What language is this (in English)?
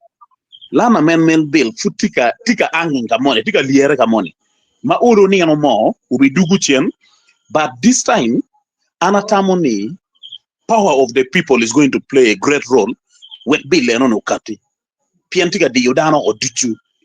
Acoli